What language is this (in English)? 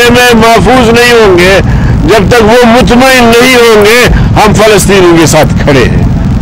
Urdu